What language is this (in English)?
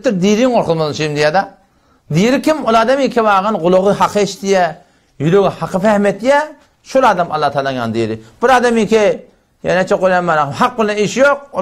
Turkmen